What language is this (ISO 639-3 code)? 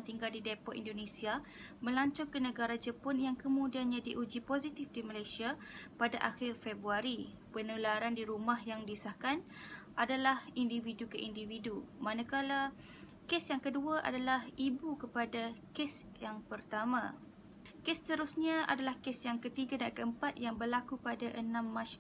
msa